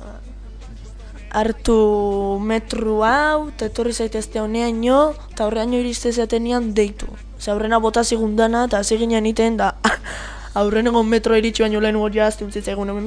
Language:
Basque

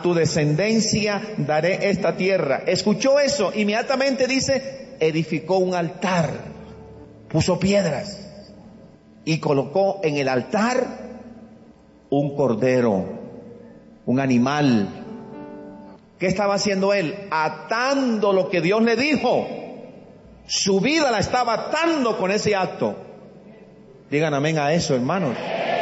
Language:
Spanish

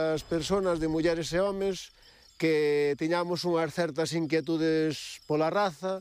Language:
Galician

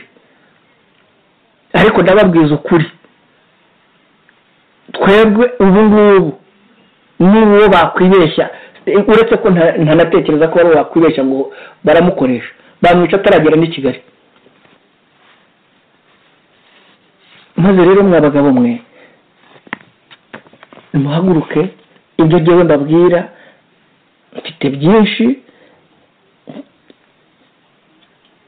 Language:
Kinyarwanda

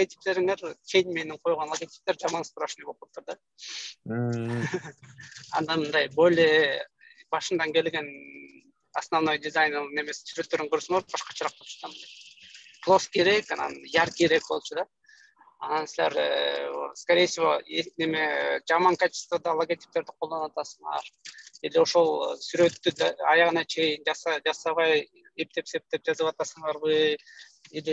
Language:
Kyrgyz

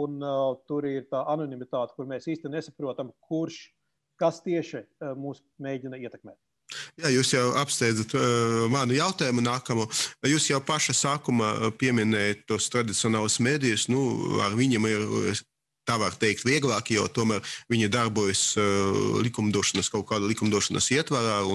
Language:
Latvian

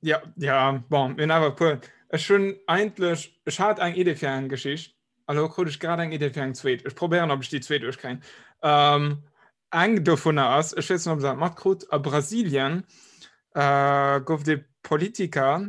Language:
Luxembourgish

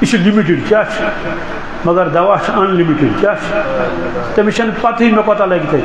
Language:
Kashmiri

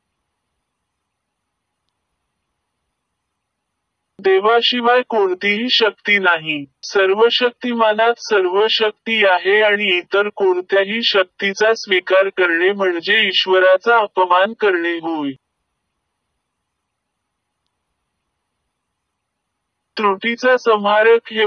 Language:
Marathi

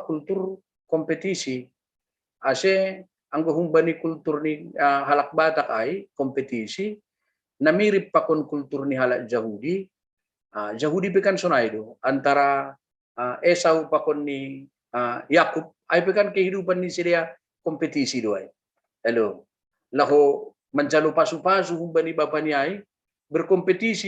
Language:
Batak Simalungun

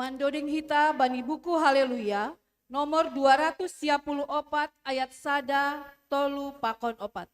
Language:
Batak Simalungun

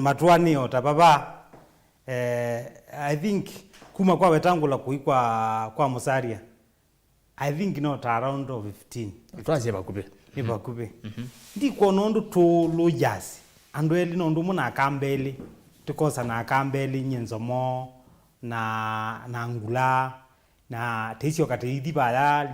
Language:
Kamba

